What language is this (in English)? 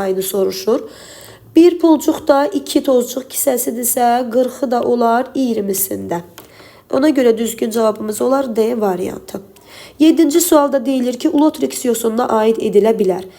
Azerbaijani